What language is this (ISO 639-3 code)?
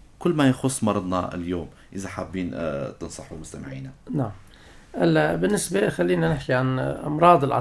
apc